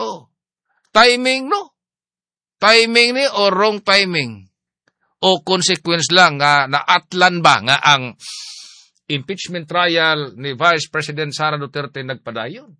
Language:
Cebuano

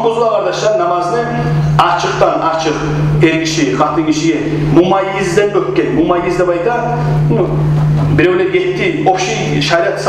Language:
Kumyk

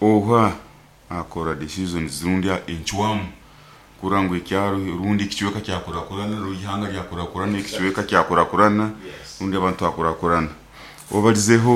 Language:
Nyoro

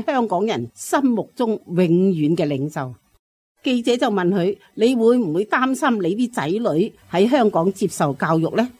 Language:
Cantonese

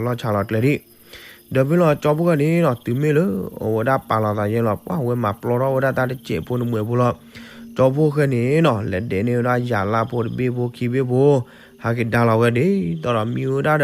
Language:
S'gaw Karen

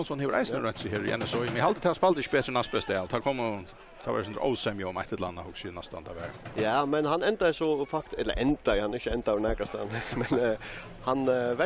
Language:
Faroese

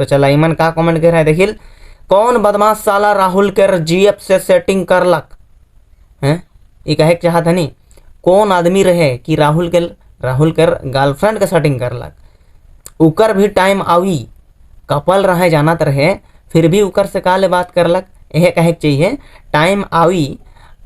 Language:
Sadri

